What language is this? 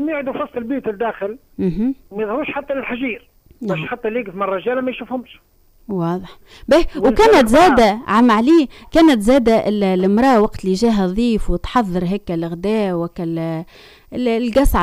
Tunisian Arabic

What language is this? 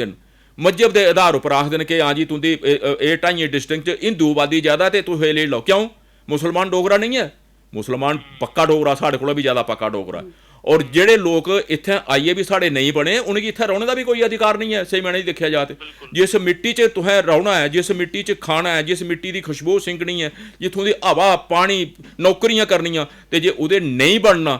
Dogri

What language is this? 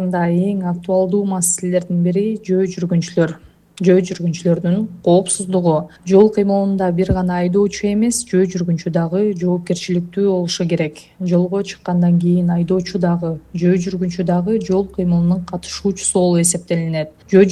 Kyrgyz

